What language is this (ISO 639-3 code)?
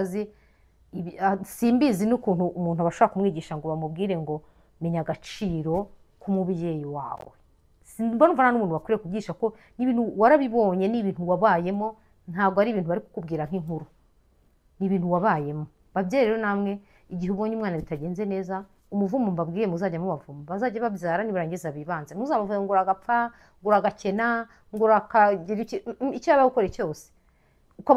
kin